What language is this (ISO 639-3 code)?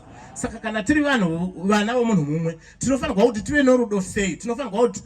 sna